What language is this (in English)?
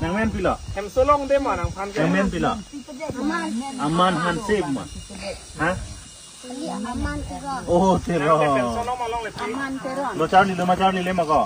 Karbi